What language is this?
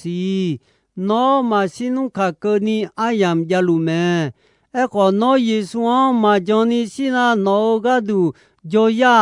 Akha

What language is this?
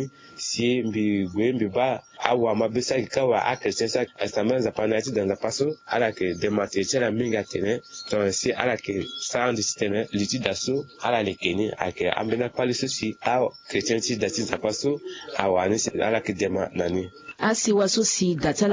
Sango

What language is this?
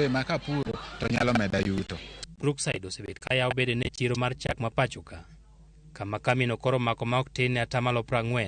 Luo (Kenya and Tanzania)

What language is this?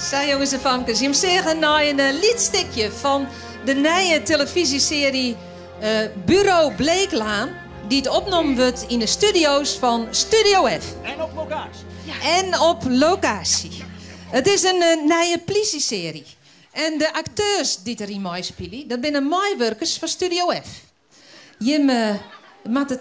Western Frisian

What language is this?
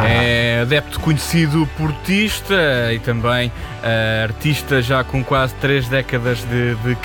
Portuguese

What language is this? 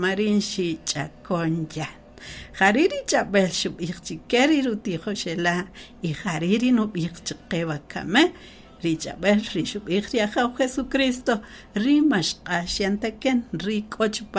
Kaqchikel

